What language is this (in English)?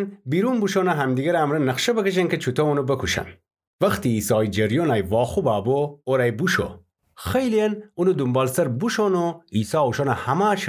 Gilaki